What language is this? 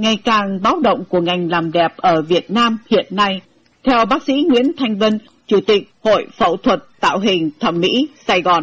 Vietnamese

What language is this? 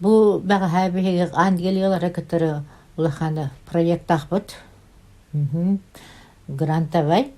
Yakut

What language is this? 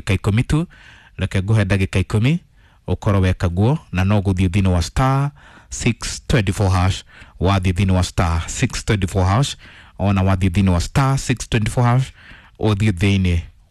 Kikuyu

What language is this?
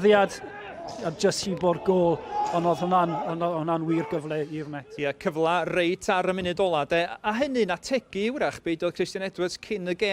Welsh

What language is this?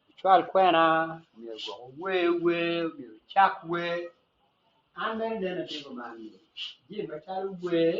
Acoli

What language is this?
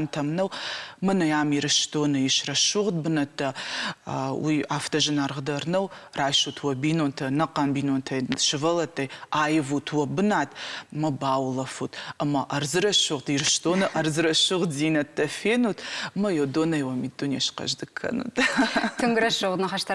Ossetic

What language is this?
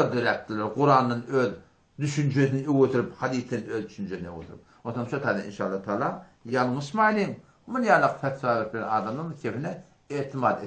Turkmen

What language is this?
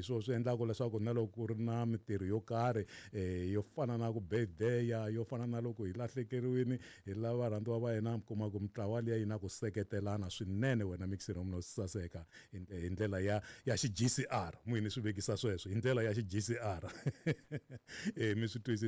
Tsonga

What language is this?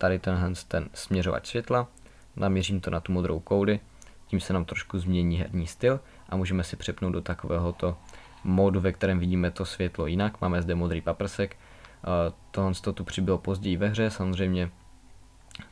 Czech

